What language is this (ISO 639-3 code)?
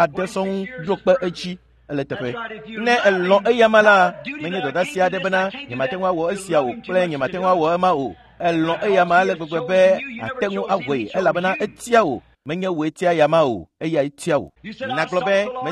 ewe